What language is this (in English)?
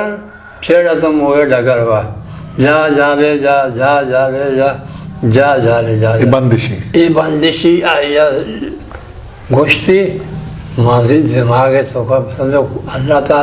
Eastern Balochi